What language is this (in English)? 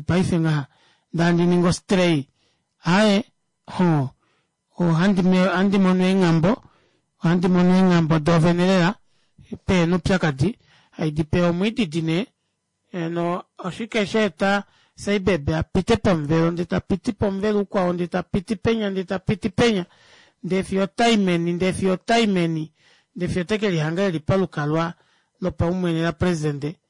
Kuanyama